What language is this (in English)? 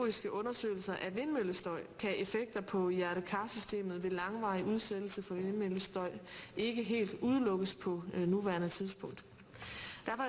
Danish